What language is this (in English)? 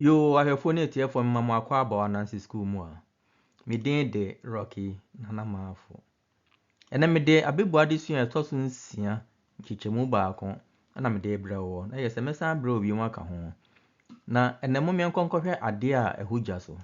Akan